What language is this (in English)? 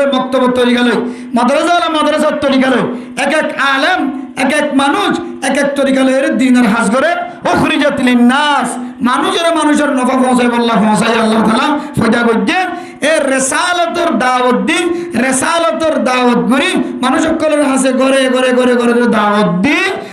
Rohingya